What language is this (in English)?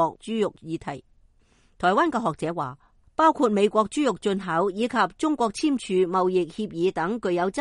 Cantonese